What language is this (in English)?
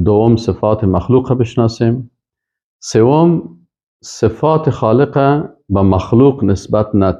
Persian